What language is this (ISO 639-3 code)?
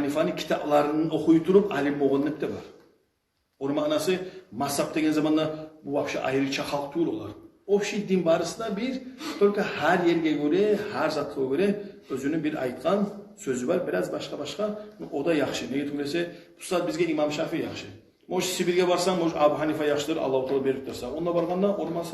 kum